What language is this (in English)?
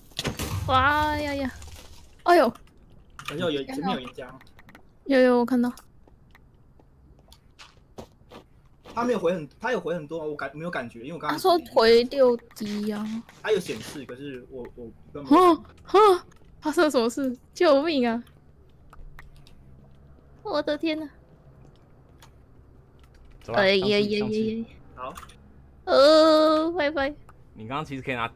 Chinese